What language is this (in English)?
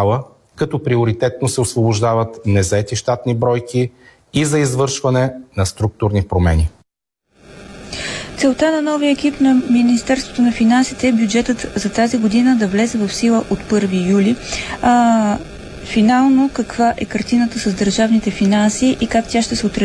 Bulgarian